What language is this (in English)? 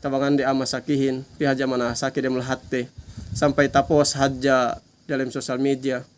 Yakan